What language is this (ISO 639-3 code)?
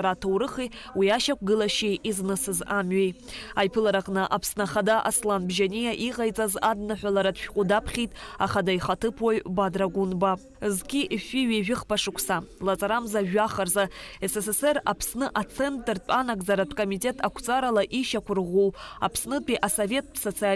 abk